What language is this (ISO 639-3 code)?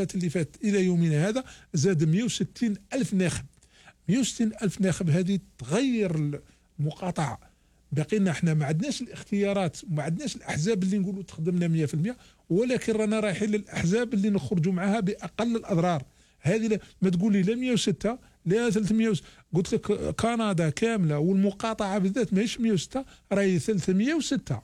arq